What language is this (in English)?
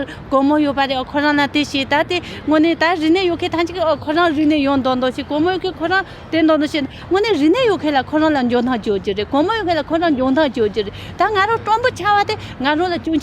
Tibetan